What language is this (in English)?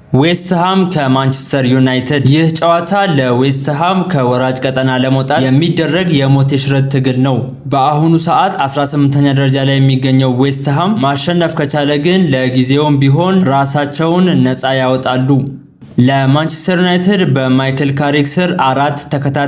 Amharic